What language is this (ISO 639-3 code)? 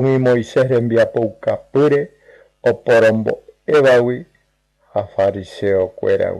grn